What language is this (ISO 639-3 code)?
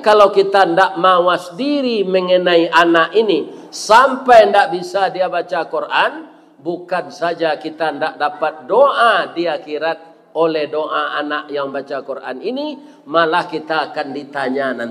min